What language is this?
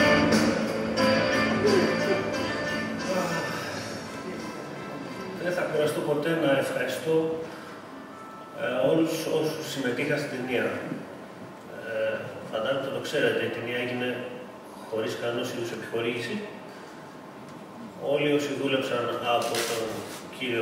Greek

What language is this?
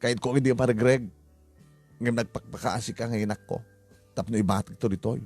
Iloko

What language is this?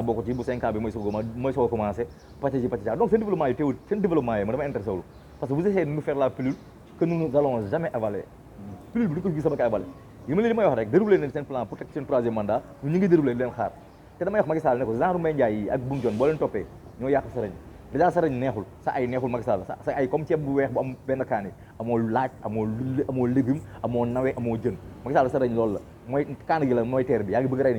Wolof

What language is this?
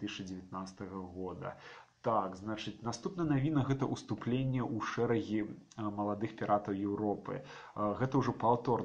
Belarusian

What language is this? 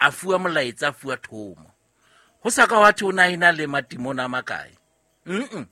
Southern Sotho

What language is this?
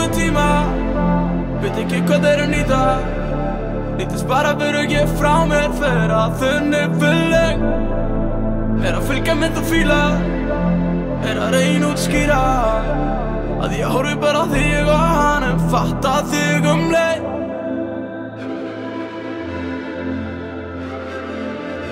Icelandic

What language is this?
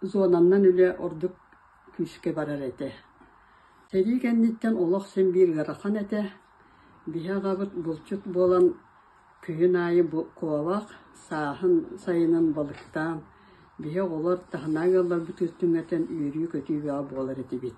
Yakut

